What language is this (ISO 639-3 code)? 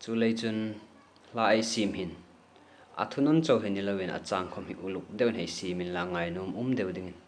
hmr